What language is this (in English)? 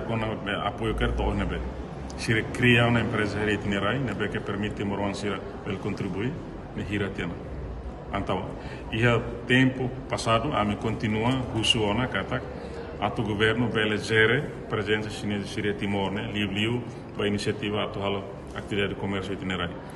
Tetum